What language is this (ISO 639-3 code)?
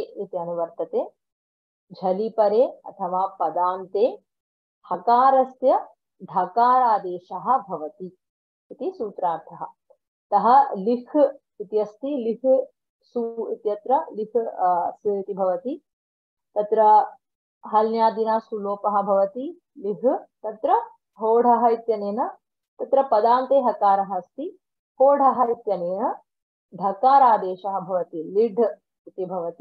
san